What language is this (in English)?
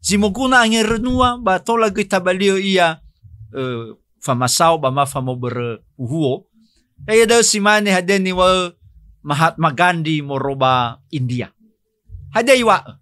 Nias